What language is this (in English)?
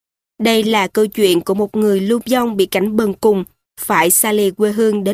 Vietnamese